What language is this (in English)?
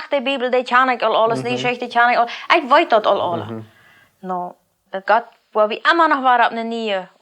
Plautdietsch